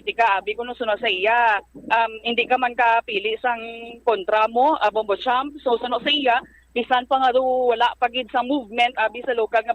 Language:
Hiligaynon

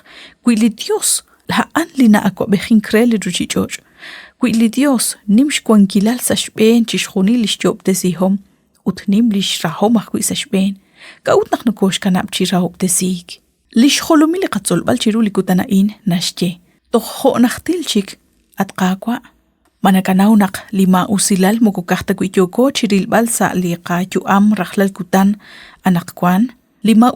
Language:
Kekchí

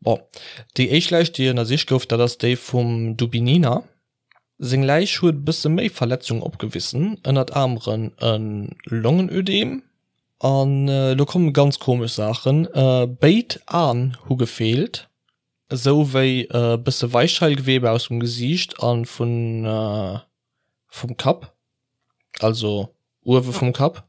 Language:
Luxembourgish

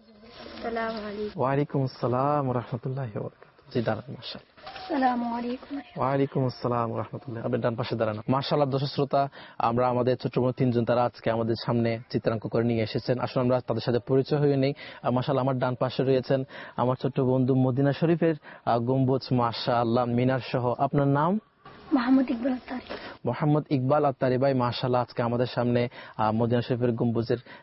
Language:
Bangla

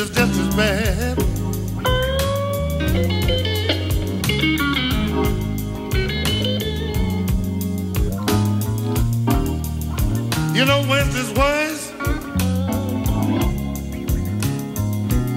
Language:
English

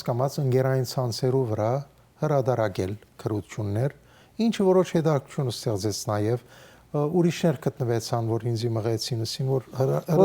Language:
Western Armenian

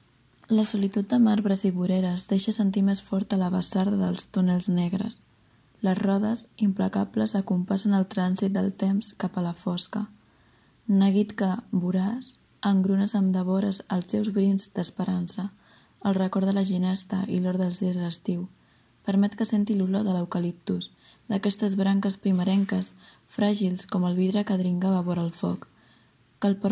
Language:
Catalan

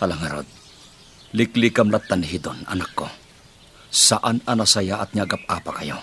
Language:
Iloko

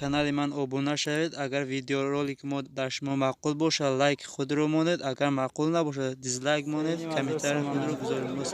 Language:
Tajik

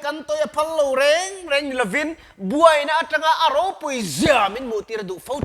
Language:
Mizo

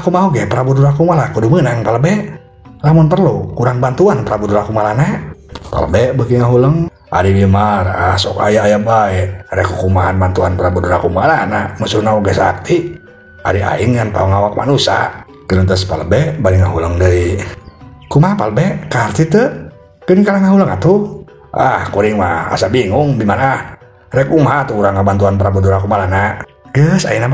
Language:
Sundanese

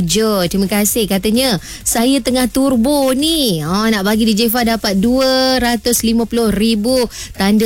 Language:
Malay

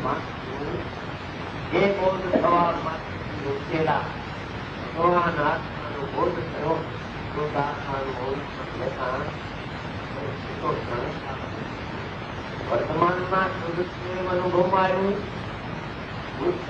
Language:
Gujarati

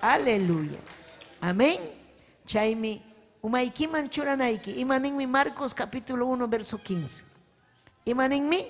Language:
Ayacucho Quechua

